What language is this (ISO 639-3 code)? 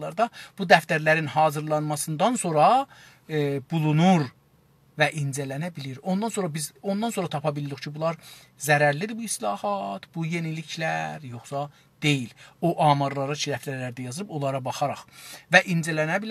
azb